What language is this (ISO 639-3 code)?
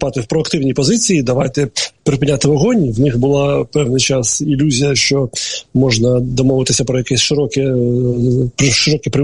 ukr